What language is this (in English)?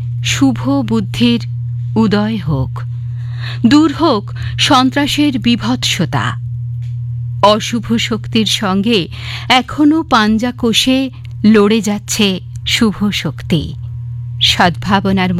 Bangla